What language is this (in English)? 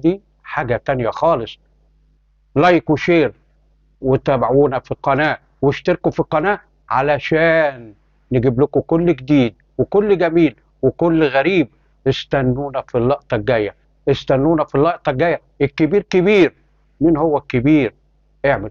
Egyptian Arabic